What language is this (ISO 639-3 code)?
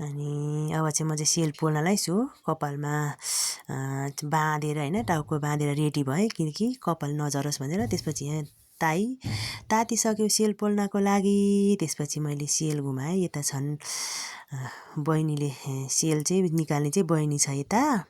nep